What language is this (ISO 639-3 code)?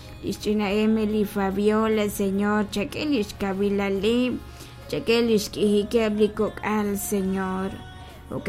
kek